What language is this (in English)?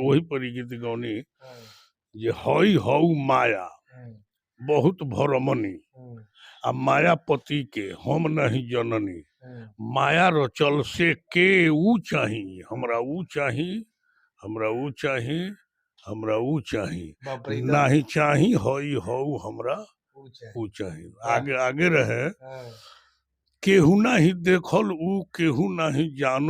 Bhojpuri